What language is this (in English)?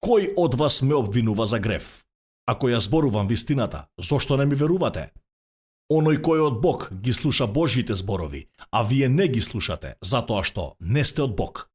Macedonian